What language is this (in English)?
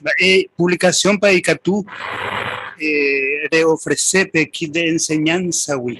Guarani